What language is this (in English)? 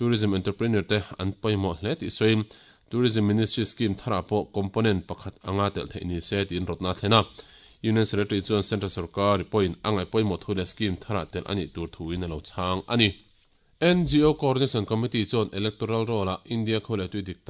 Mizo